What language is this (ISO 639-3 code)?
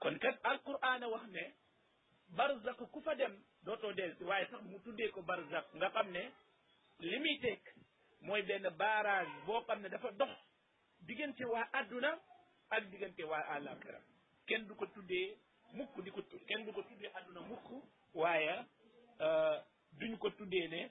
wol